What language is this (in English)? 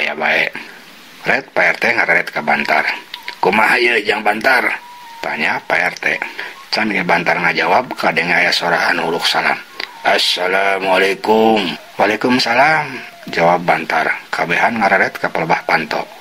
Sundanese